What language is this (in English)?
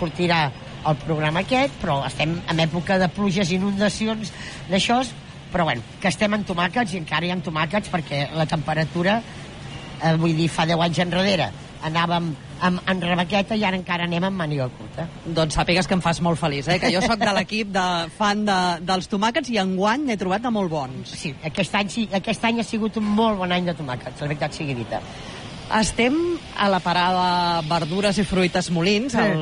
Catalan